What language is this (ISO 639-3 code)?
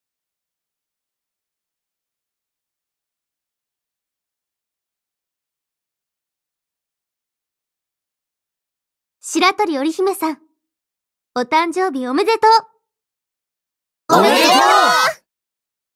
jpn